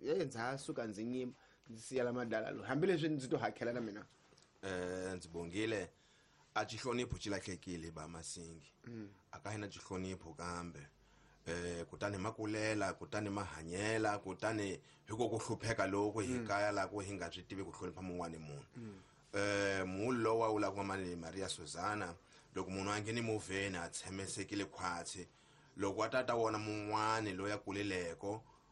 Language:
Tsonga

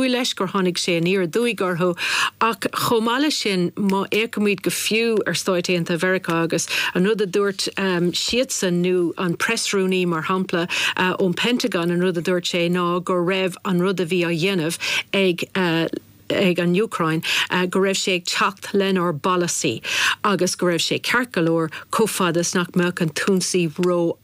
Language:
Irish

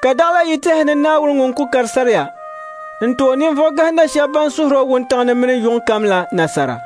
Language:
Dagbani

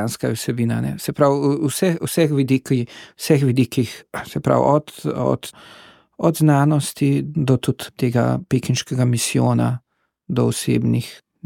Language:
Slovenian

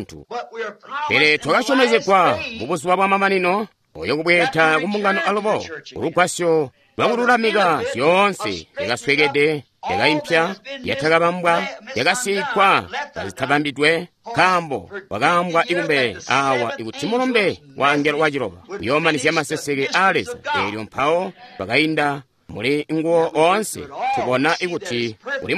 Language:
Tonga (Zambia)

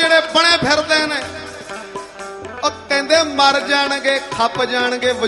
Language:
Punjabi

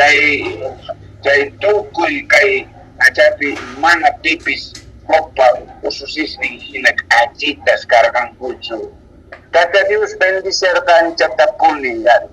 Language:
South Bolivian Quechua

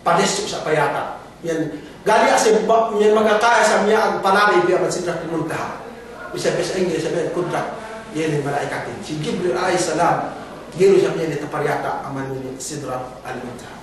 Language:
Yakan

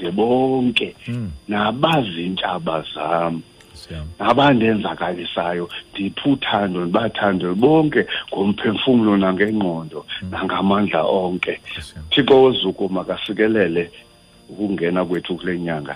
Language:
Xhosa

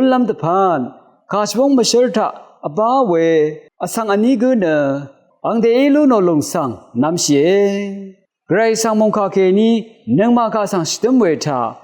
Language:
Rawang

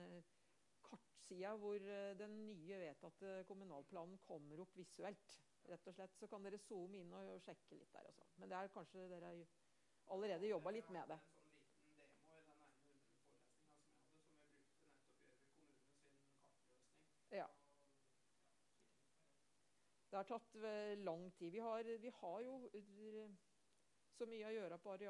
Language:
Norwegian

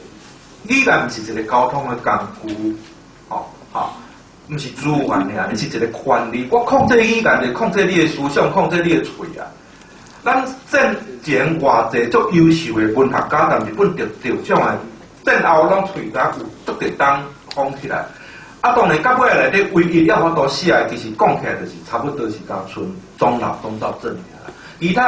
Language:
Min Nan Chinese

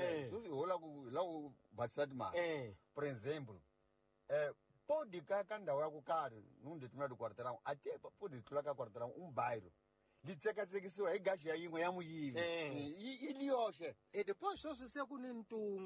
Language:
Tsonga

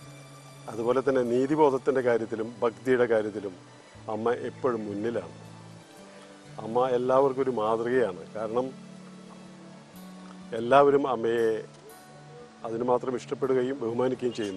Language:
Malayalam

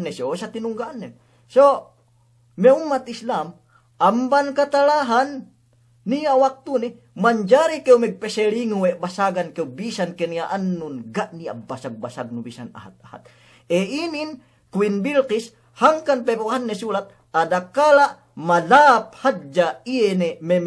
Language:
Yakan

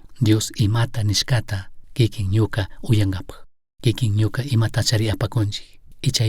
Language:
Chimborazo Highland Quichua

